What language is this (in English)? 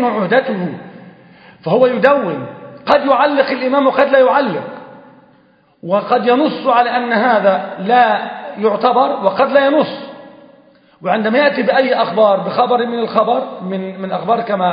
Arabic